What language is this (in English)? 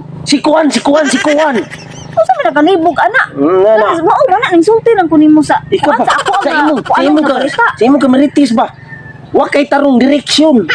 Cebuano